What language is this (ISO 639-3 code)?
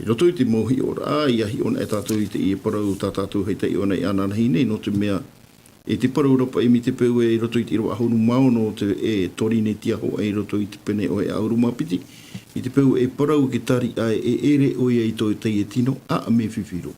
tah